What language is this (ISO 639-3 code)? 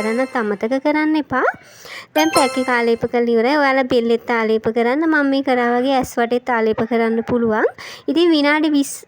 sin